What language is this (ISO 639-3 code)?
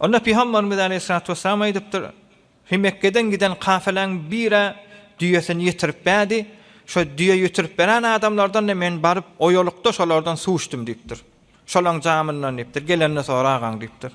tuk